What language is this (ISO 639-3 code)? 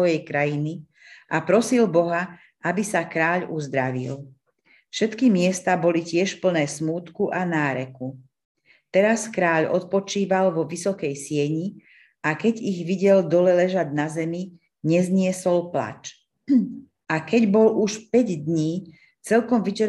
slk